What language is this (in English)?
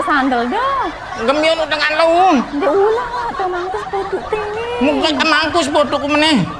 Sasak